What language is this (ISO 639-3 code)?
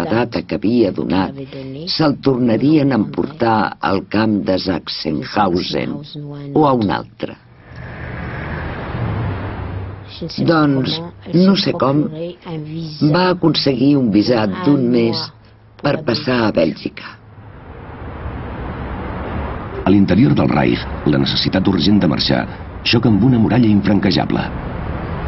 cat